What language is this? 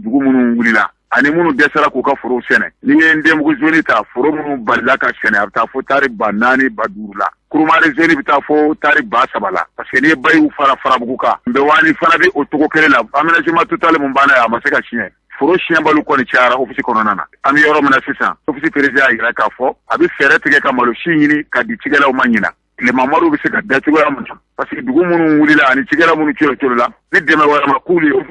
Bambara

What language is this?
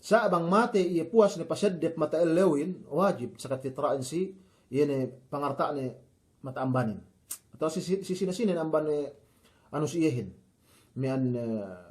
Yakan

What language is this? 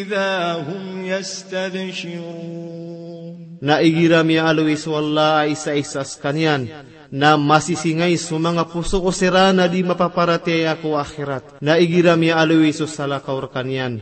Maranao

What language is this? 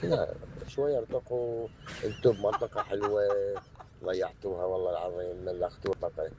Mesopotamian Arabic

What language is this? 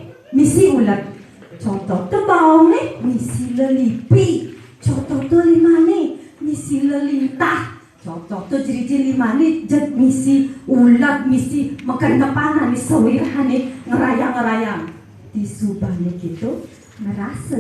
Balinese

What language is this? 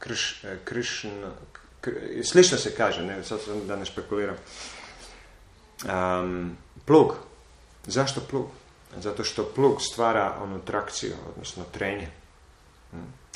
Croatian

